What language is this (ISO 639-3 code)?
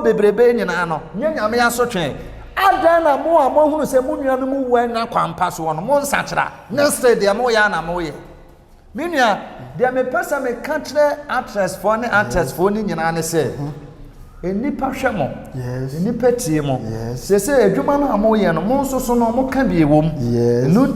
aka